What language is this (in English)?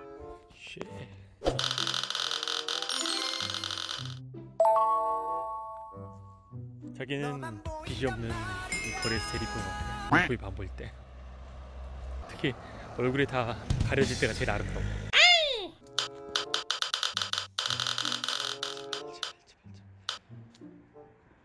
Korean